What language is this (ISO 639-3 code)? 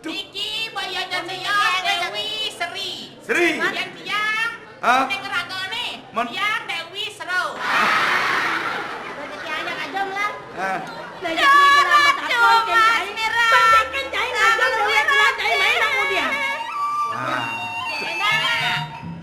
ban